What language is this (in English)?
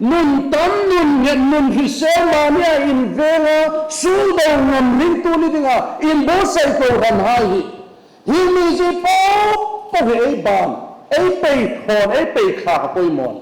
Hmar